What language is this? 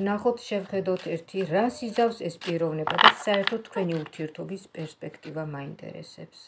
Georgian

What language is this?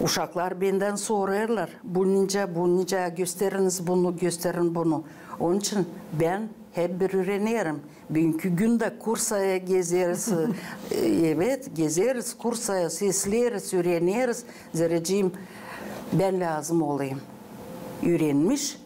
Gagauz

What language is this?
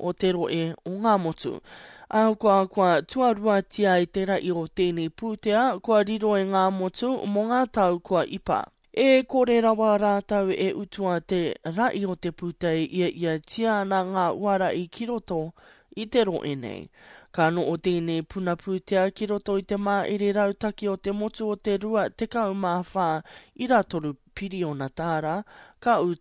Māori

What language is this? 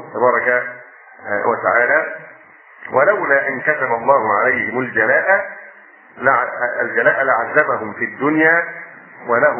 Arabic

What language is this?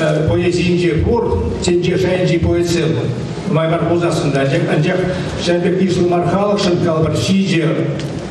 Chuvash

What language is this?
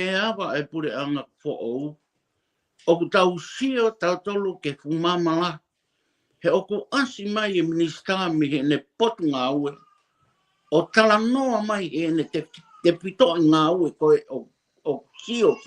Tongan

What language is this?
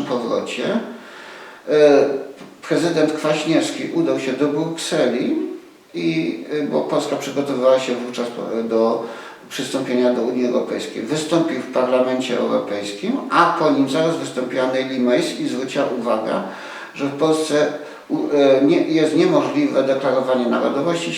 Silesian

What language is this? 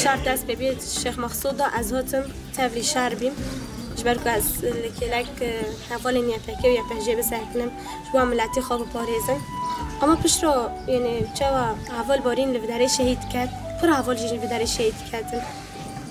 Kurdish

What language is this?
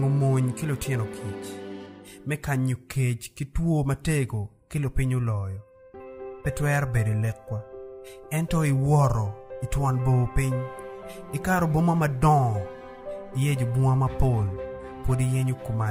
Acoli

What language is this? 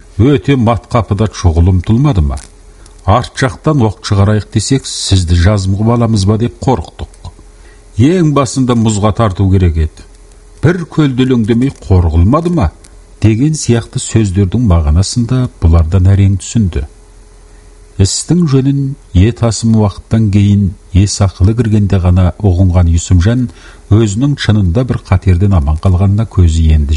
Kazakh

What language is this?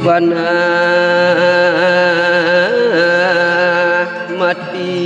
Balinese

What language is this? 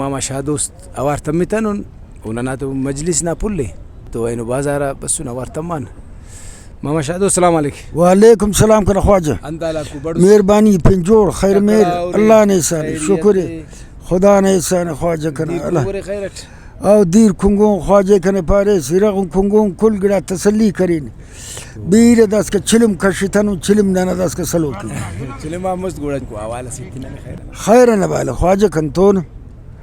Brahui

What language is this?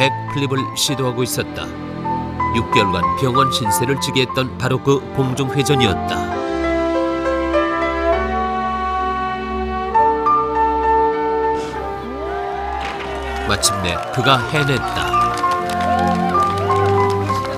Korean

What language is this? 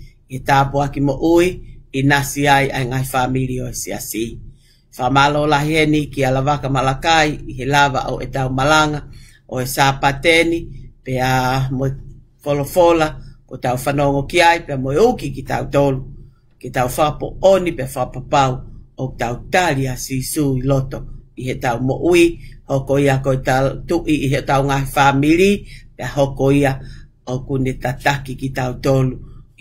Tongan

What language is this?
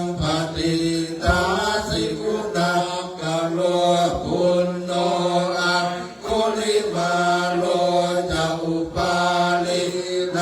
Pali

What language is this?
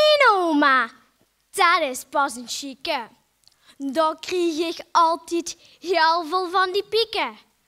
Limburgish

